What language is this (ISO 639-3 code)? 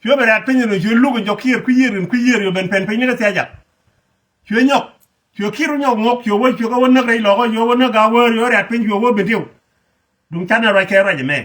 nus